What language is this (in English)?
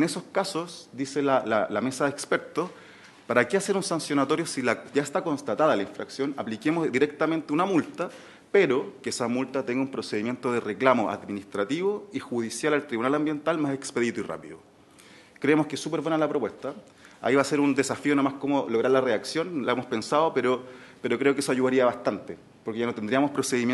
Spanish